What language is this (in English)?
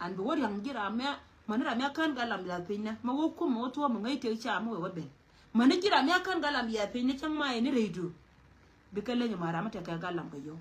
Nuer